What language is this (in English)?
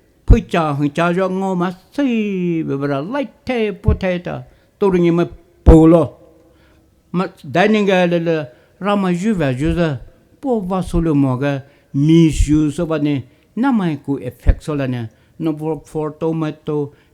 Poumei Naga